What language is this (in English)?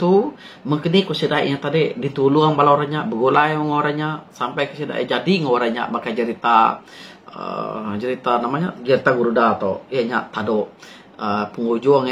Iban